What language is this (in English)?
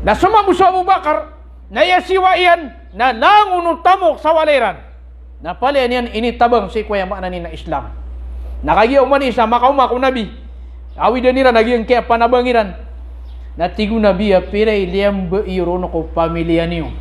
Maranao